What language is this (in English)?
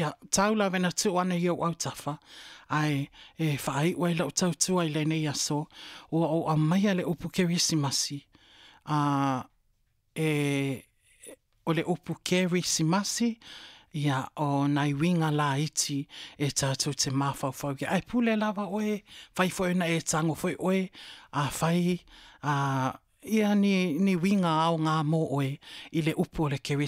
Samoan